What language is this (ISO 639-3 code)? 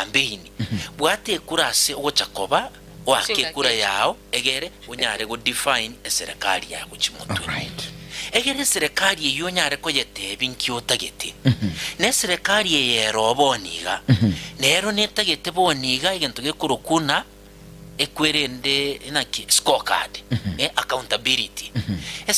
guz